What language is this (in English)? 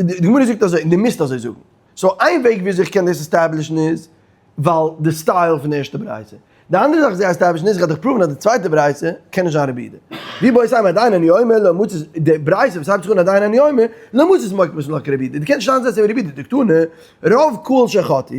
Yiddish